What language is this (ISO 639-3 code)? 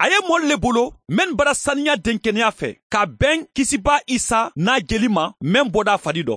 man